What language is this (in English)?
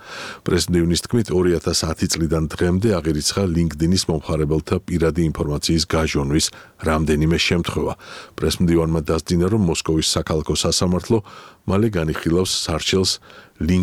Georgian